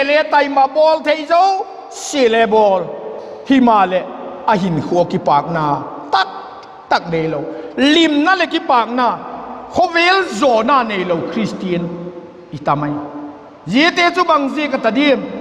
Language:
Vaiphei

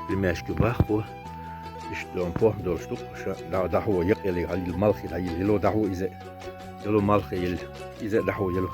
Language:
Chechen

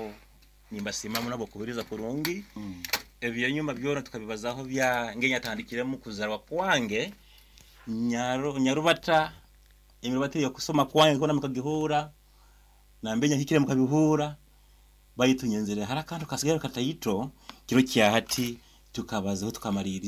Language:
Nyoro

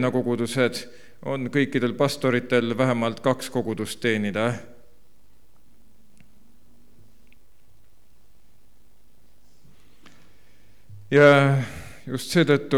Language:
Estonian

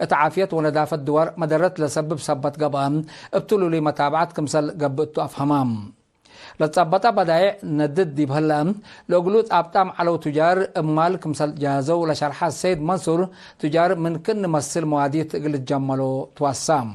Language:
Tigre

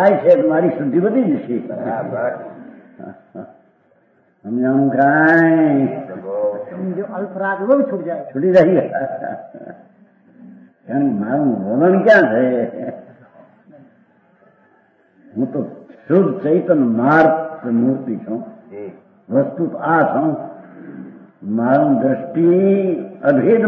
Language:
Gujarati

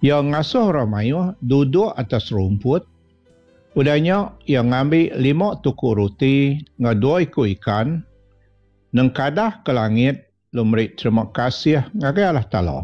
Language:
Iban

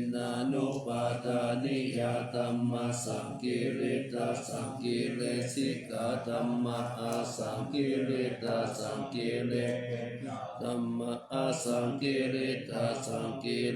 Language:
Pali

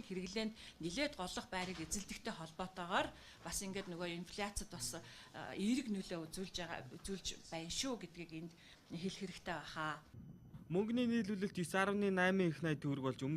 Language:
Mongolian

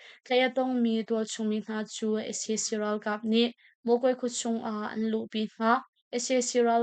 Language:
Hakha Chin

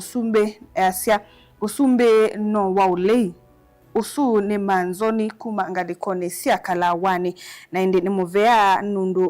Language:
Kamba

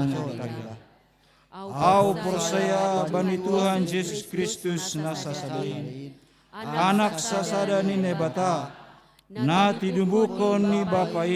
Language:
Batak Simalungun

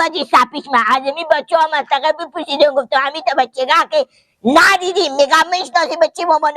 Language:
Persian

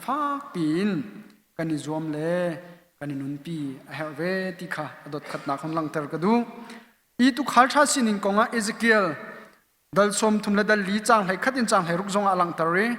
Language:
Hakha Chin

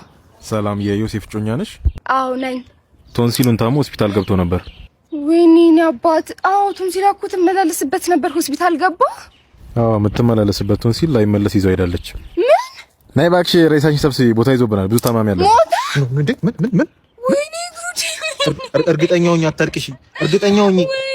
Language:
Amharic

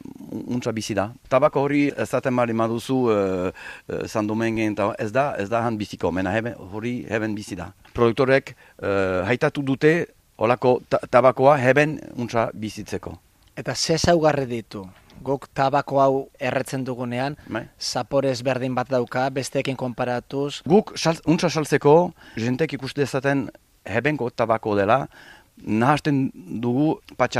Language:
Basque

